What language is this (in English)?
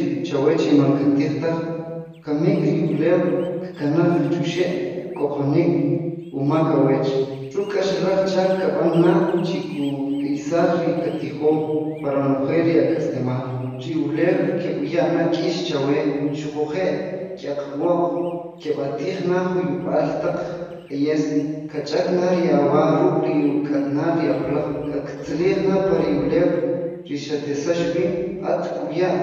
Kʼicheʼ